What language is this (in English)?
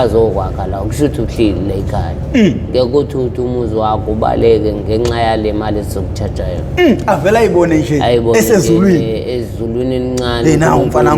Zulu